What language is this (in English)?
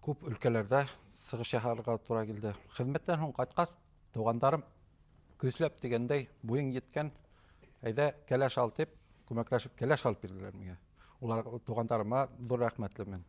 Bashkir